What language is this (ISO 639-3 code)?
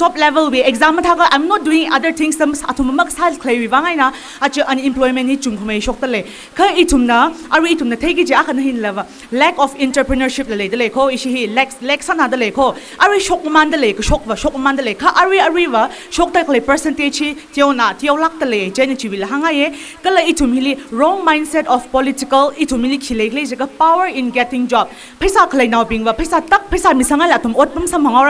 nmf